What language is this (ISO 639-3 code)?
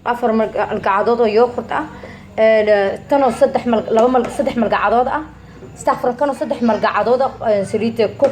som